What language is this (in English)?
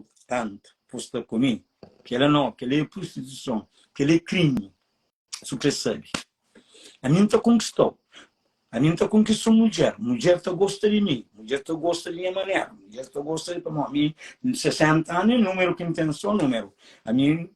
Kabuverdianu